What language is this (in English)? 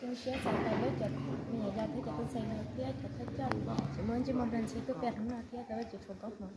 Hmong